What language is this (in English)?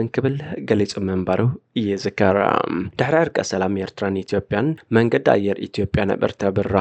Tigrinya